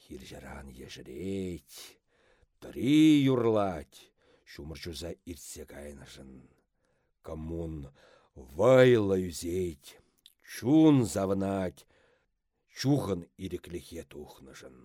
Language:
Chuvash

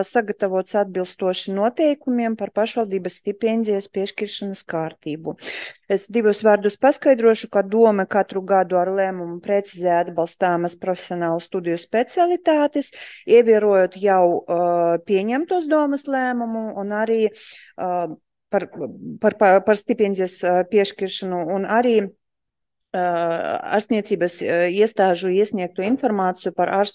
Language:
Latvian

